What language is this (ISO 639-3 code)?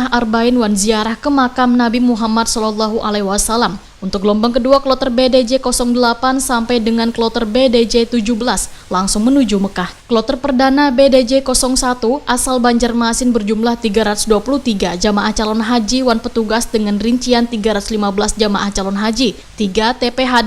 bjn